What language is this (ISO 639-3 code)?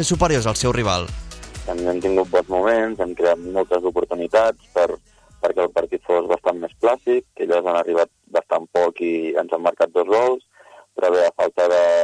cat